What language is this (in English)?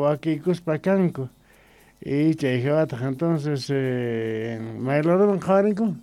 Quechua